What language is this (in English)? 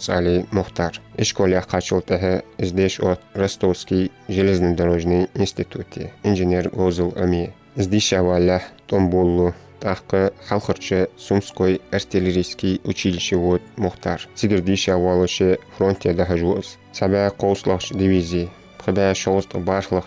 Ingush